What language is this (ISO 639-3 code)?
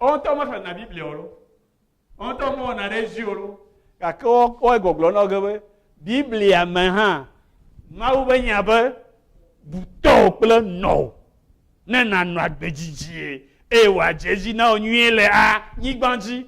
ewe